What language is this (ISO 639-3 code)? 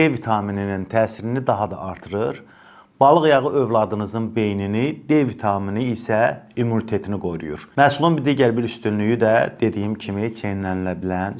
aze